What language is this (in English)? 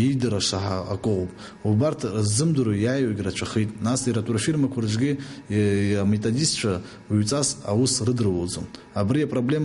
Abkhazian